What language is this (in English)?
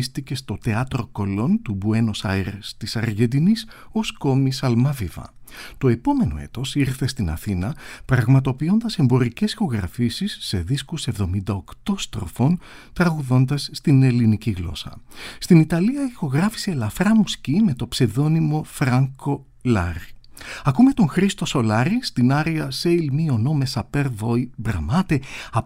Greek